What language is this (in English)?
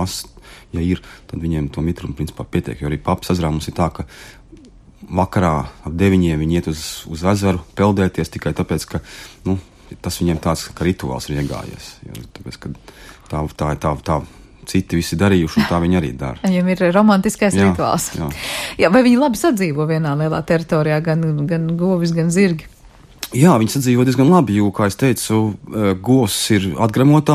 Latvian